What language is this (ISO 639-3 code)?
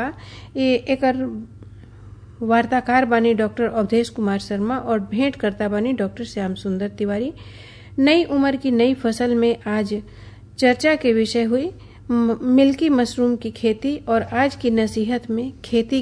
bho